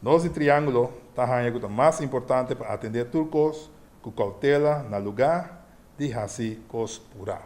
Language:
Papiamento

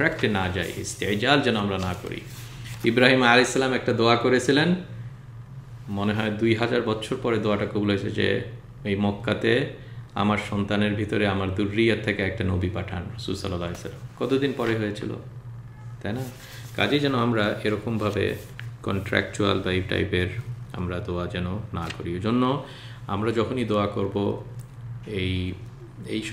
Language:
Bangla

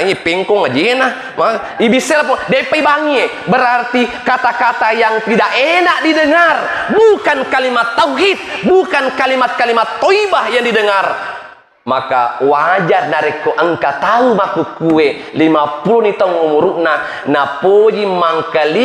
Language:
Buginese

